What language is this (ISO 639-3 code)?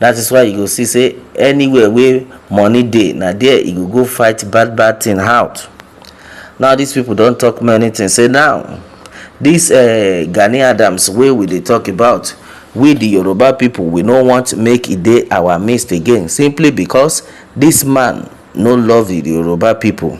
pcm